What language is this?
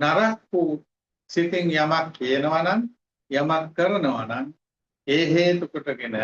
Sinhala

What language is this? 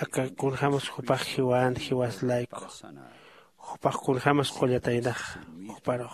Aymara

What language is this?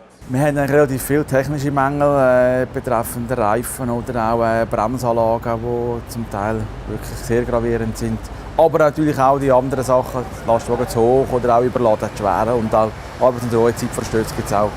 Swiss German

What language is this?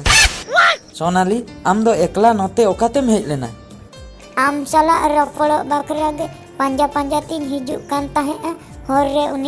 Santali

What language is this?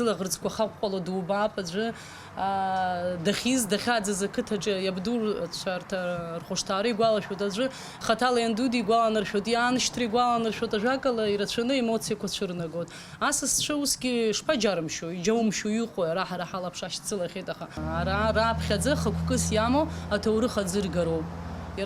Abkhazian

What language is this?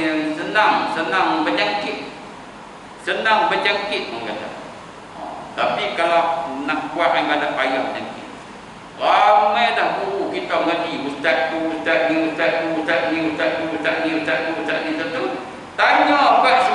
Malay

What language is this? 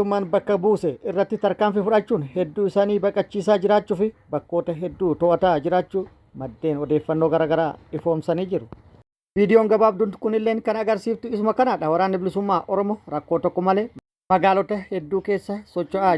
Oromo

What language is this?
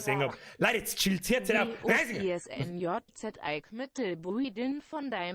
Bavarian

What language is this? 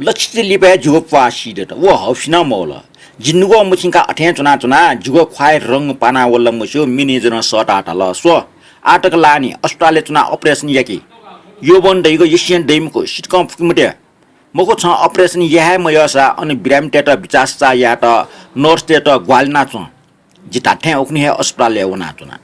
Newari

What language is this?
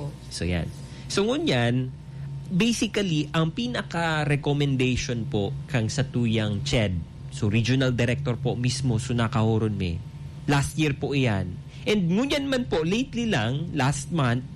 Bikol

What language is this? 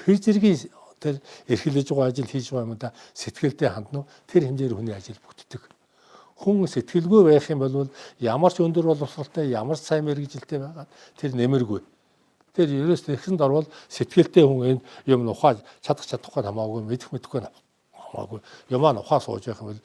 Mongolian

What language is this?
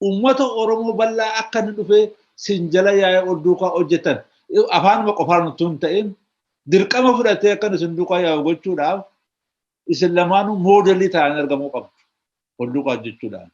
Oromo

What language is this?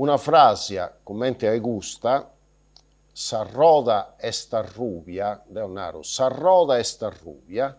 Sardinian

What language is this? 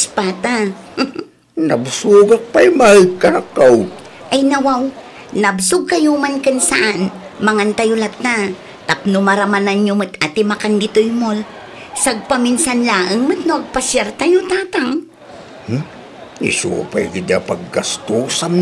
Iloko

